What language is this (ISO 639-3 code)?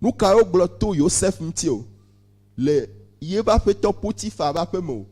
ewe